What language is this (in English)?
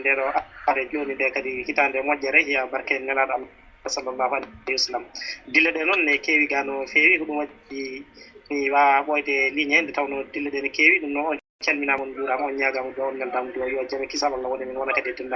Fula